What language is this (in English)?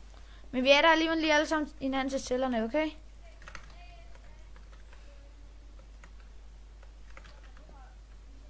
Danish